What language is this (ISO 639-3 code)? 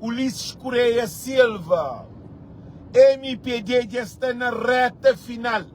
kea